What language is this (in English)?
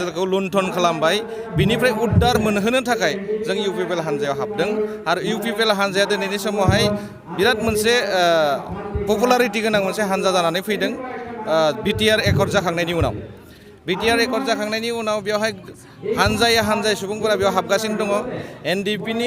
Bodo